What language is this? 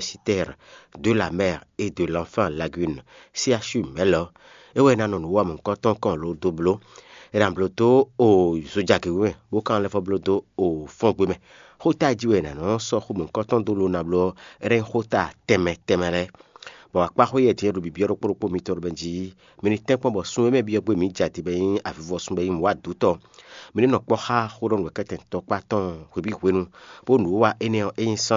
Fon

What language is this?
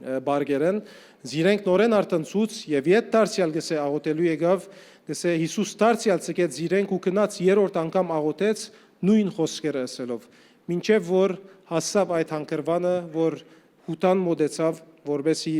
Western Armenian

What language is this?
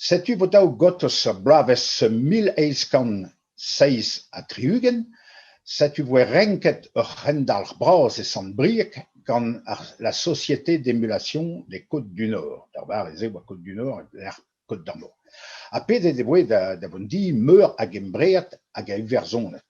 Breton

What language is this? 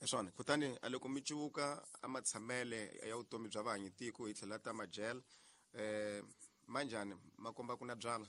Tsonga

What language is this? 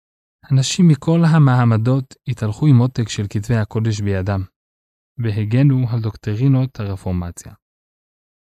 Hebrew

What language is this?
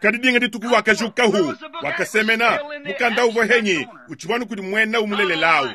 Luba-Lulua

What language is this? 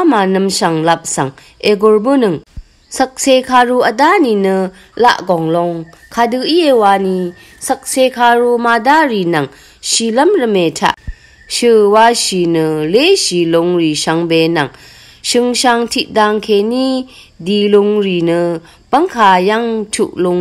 Rawang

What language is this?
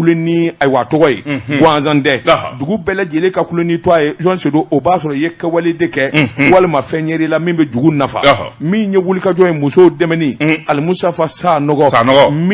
Bambara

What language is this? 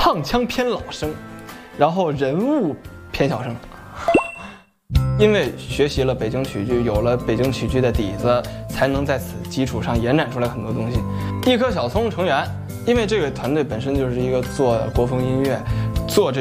Chinese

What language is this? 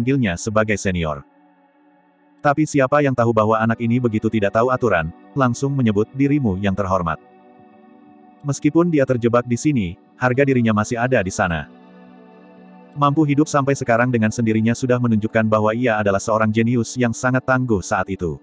Indonesian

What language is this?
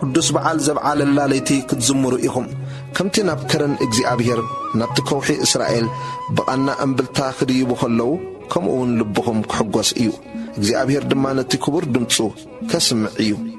Tigrinya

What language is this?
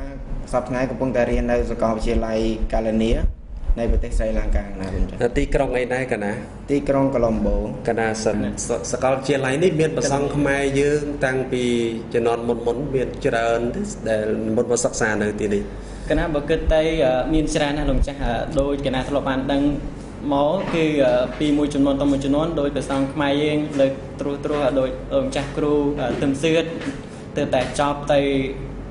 Khmer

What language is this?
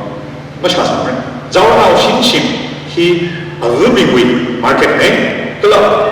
Tangkhul Naga (India)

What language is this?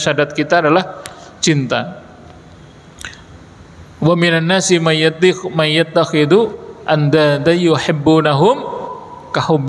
Indonesian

